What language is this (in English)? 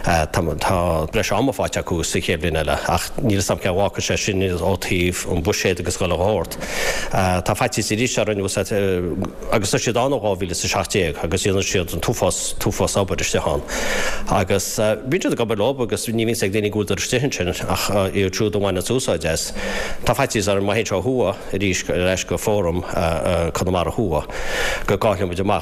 Irish